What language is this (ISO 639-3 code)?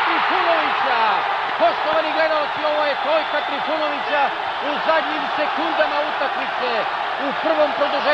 srp